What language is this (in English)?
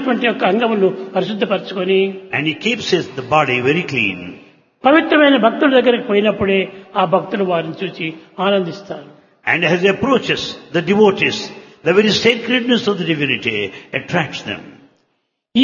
Telugu